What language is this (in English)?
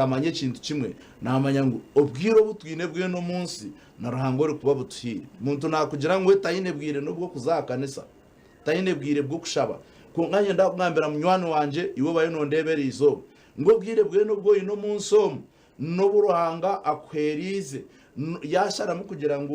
Nyankole